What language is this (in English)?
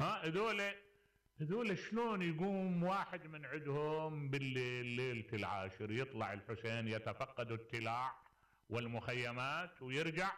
Mesopotamian Arabic